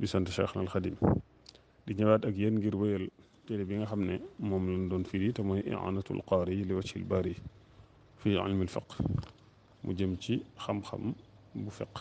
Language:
Wolof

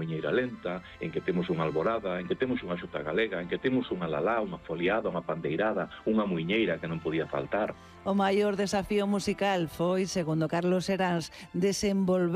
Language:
Galician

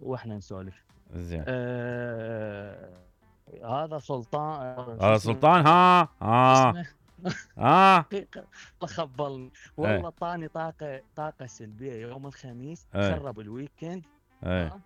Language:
Mesopotamian Arabic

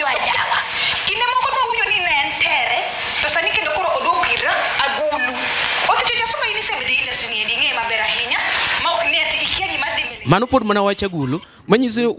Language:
Luo (Kenya and Tanzania)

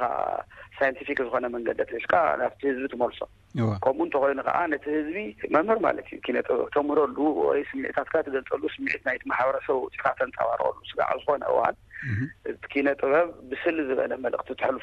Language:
Tigrinya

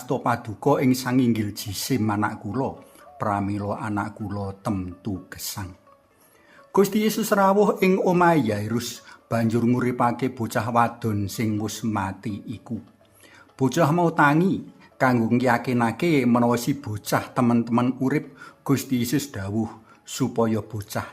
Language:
Javanese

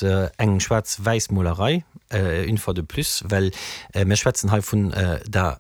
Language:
Luxembourgish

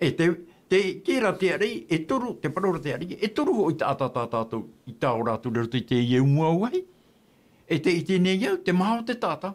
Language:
Tahitian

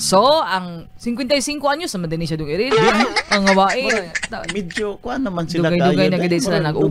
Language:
Cebuano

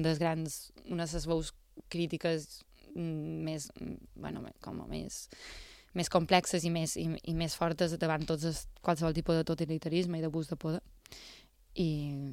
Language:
Catalan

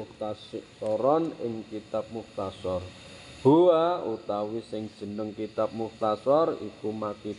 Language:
Javanese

